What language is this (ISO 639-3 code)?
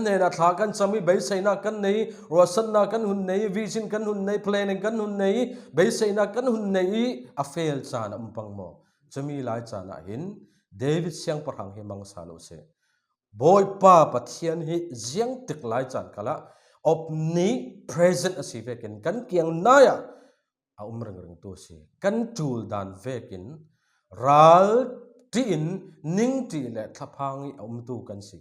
cfm